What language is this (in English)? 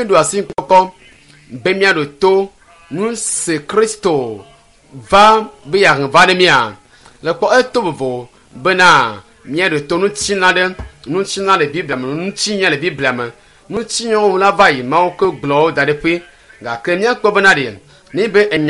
Ewe